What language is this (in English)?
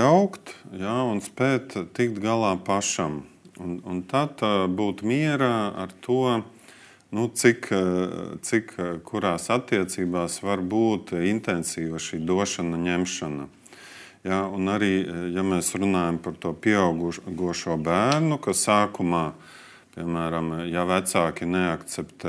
Latvian